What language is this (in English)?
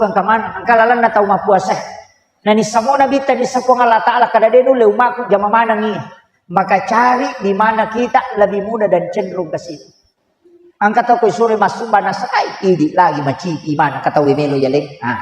Buginese